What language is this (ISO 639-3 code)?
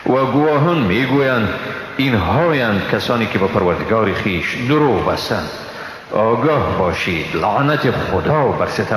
fas